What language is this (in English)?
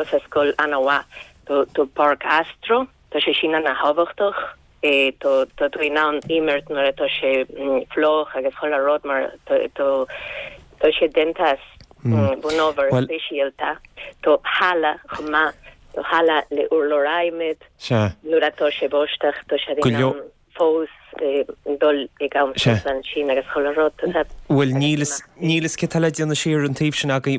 Irish